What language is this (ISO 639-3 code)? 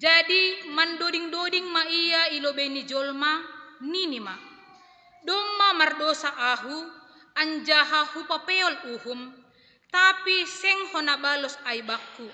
bts